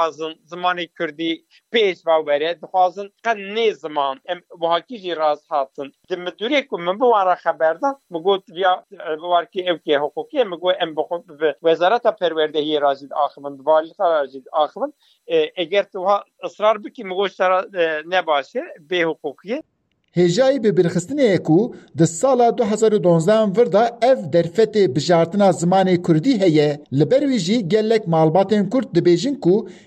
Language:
Kurdish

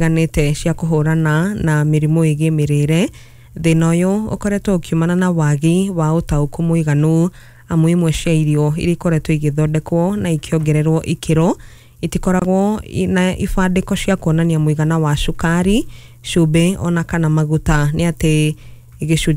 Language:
Kikuyu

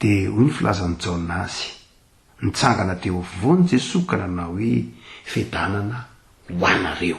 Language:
Malagasy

